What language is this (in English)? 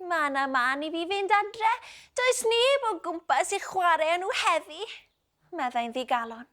Welsh